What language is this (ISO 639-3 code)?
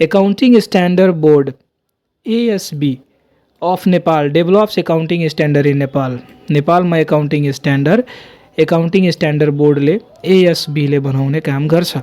nep